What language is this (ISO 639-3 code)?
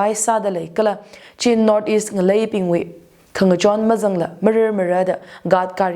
nmf